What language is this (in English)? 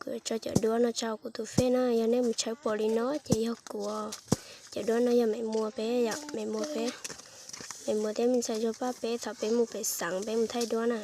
Hmong